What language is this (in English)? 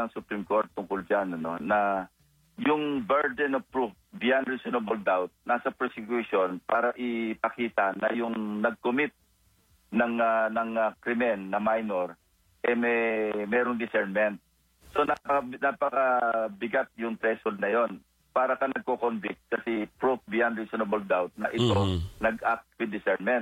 Filipino